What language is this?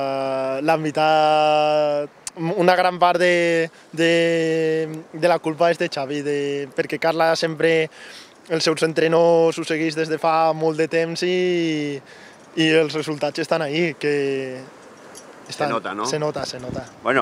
Catalan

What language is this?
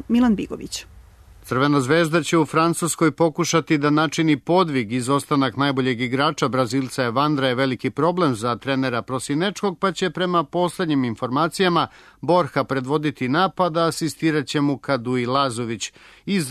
Serbian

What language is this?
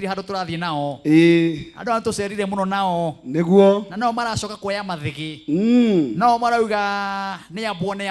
Kikuyu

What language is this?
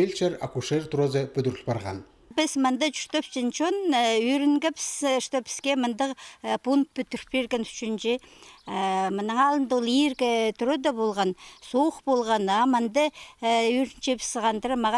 Khakas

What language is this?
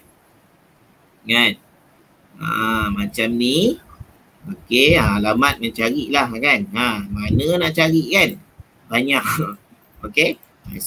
Malay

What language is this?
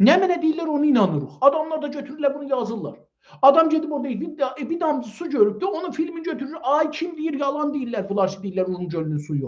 South Azerbaijani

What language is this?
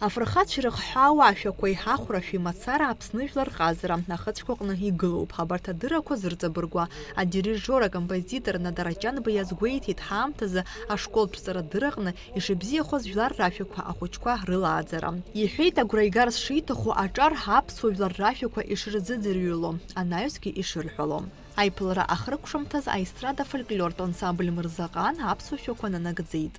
Abkhazian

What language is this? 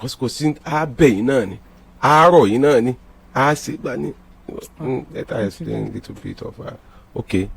Yoruba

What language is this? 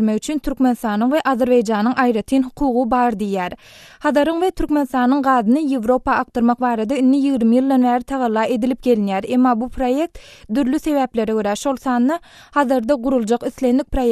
Turkmen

